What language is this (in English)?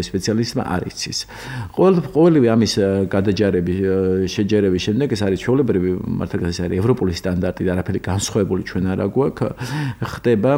Georgian